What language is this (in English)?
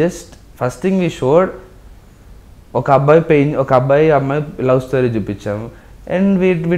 Telugu